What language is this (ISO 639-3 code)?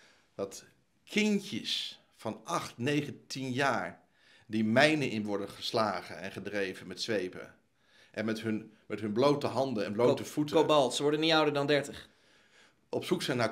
nld